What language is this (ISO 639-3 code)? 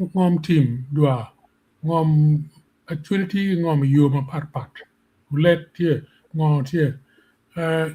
ach